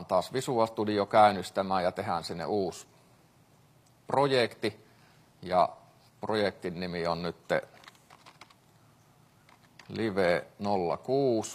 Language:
Finnish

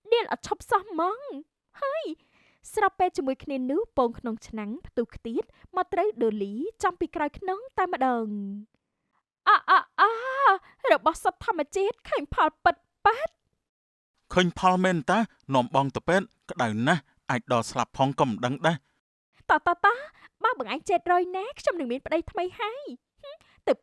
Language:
Khmer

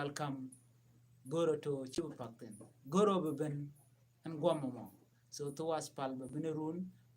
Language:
Nuer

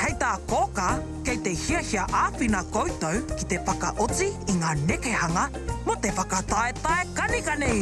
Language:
Māori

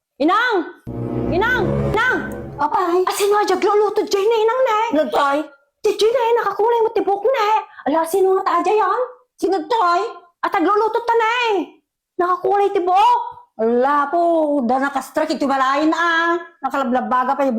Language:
Iloko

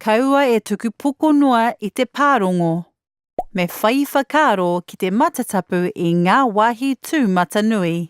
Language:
Māori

